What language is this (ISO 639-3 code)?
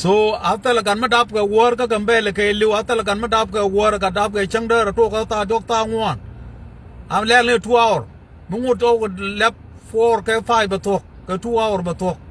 nus